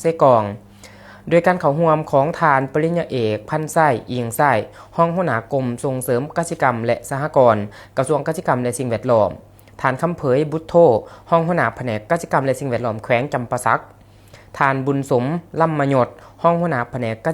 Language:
Lao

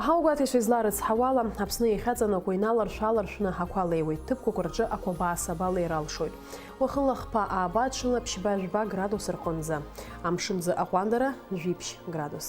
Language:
Abkhazian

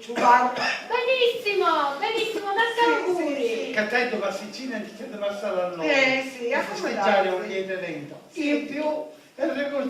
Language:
Sicilian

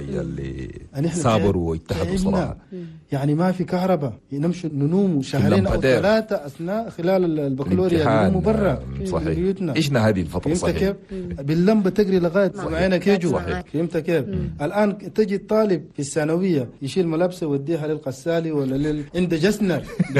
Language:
Chadian Arabic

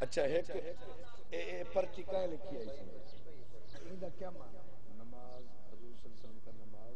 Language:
Saraiki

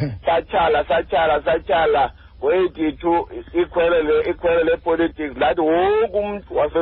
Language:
Xhosa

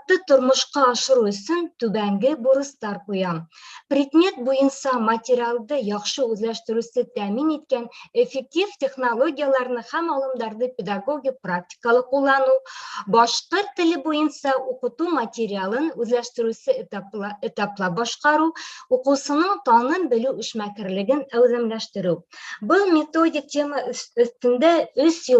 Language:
Bashkir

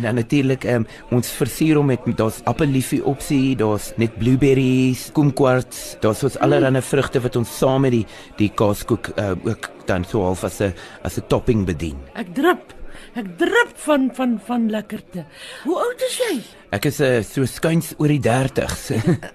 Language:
Afrikaans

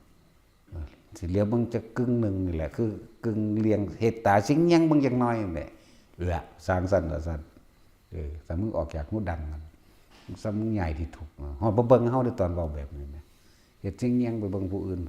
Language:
Northeastern Thai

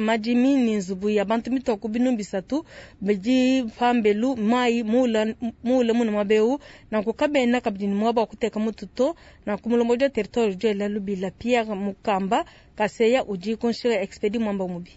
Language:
Luba-Lulua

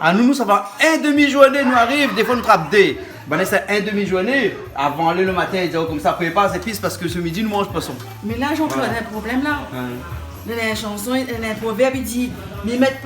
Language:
Réunion Creole French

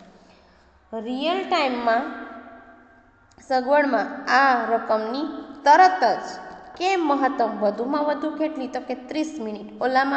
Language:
Gujarati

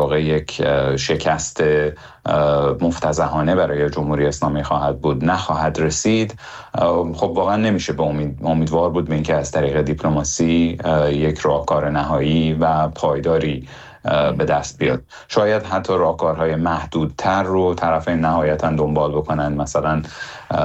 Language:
Persian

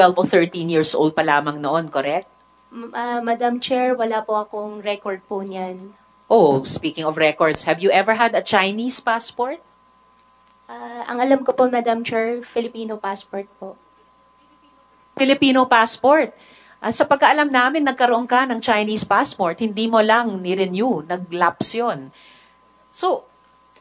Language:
Filipino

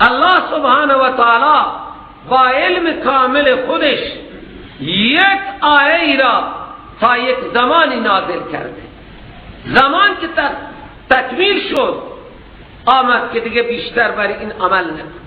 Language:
Persian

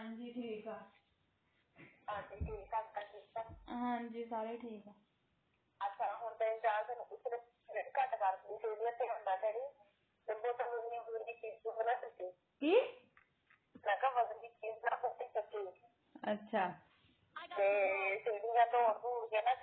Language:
Punjabi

